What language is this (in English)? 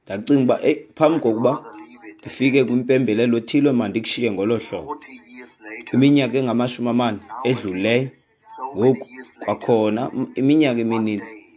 Xhosa